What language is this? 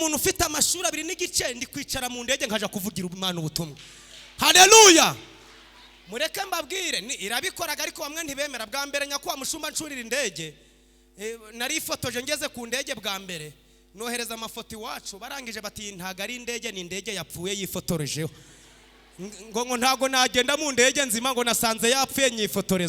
Kinyarwanda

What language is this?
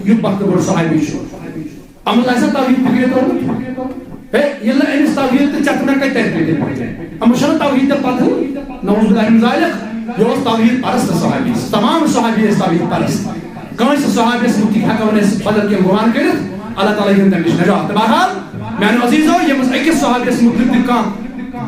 Kashmiri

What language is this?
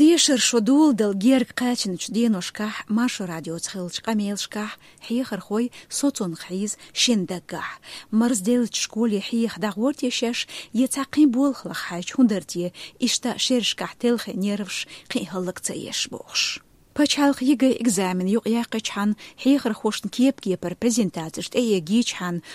Chechen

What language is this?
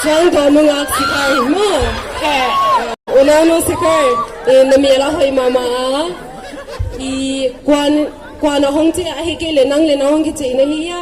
Paite Chin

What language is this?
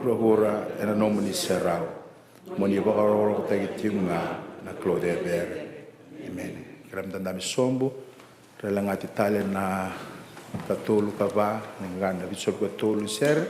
Fijian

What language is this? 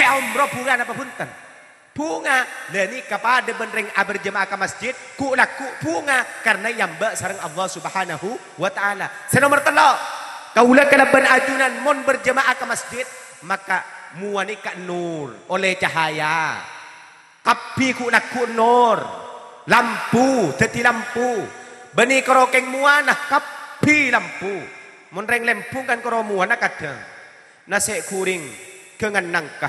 Madurese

